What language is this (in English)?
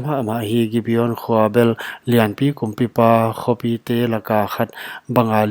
Paite Chin